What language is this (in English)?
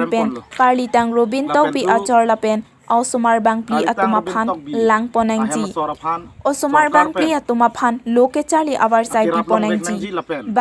Karbi